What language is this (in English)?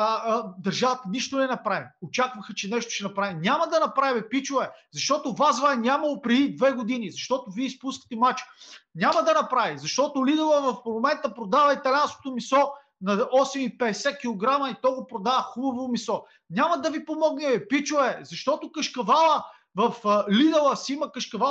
Bulgarian